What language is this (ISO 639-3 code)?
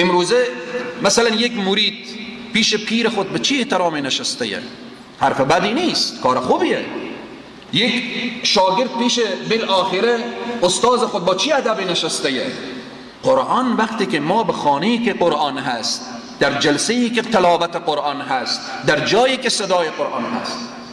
fas